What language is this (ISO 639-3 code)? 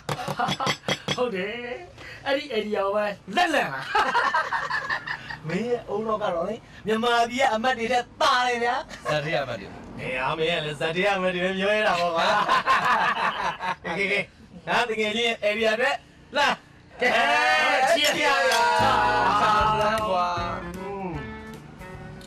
mya